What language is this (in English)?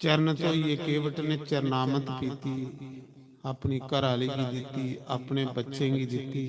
Dogri